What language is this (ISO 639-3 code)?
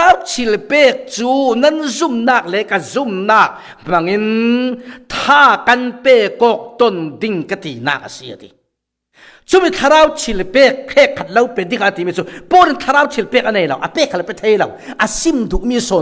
cfm